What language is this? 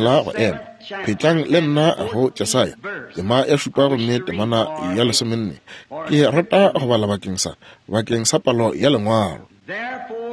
Northern Sotho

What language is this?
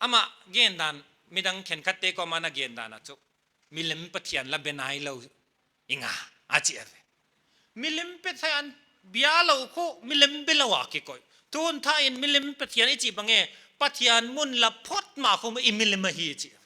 Paite Chin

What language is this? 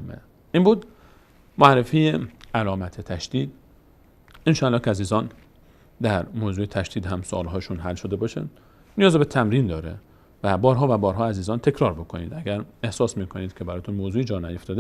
Persian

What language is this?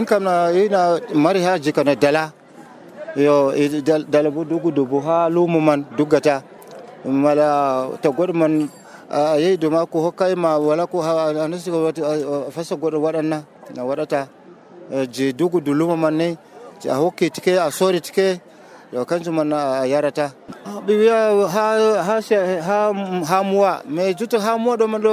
Nigerian Fulfulde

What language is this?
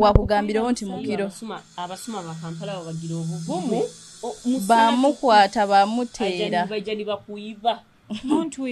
Nyoro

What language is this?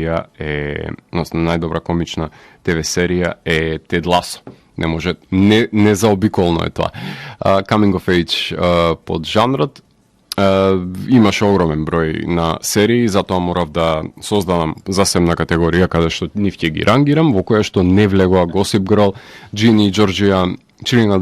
Macedonian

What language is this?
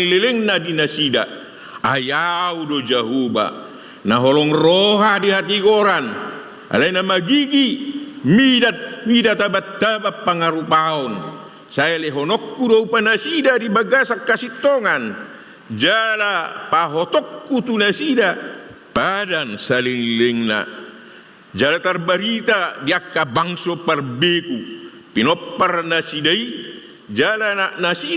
Batak Toba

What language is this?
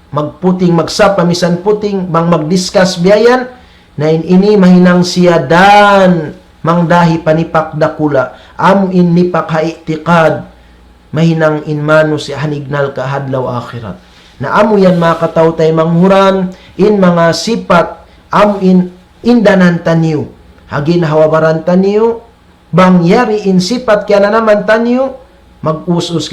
Tausug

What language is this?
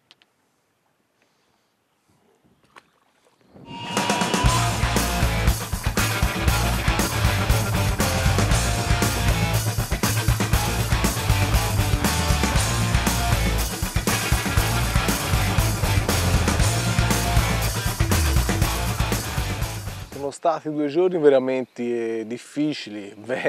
Italian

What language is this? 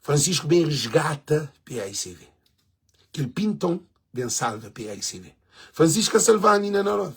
Kabuverdianu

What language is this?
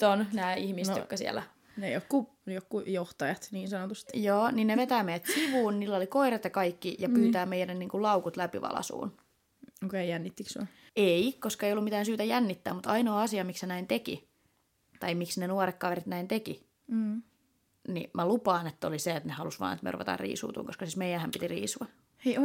Finnish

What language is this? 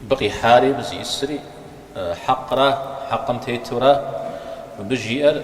Kabardian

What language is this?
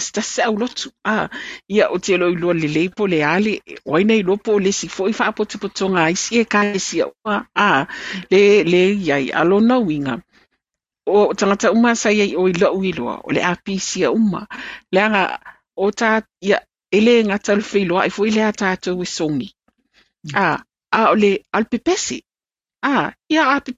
Samoan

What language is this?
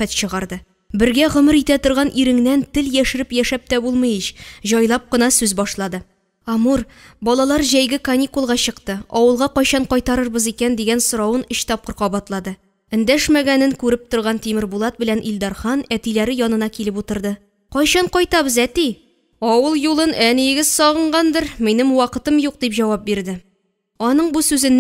Tatar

